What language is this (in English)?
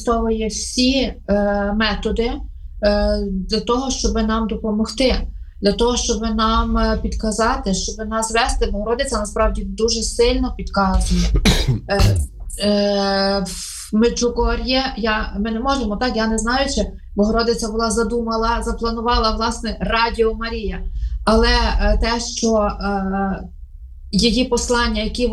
Ukrainian